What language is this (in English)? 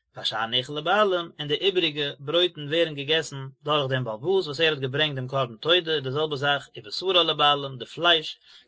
Yiddish